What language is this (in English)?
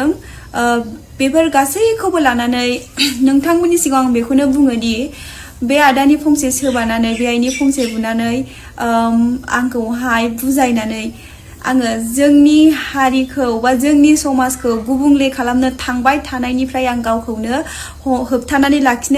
Bodo